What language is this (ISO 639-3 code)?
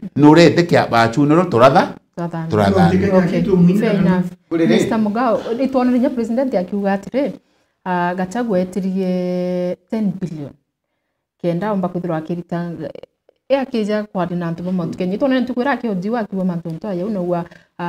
mer